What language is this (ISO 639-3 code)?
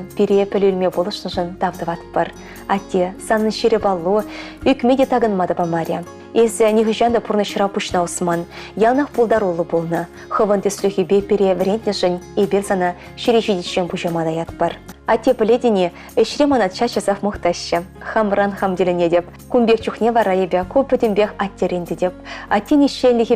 chv